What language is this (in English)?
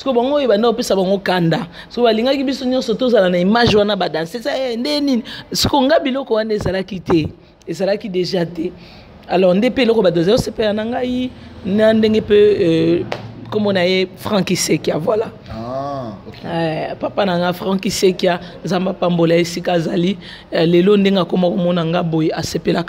Lingala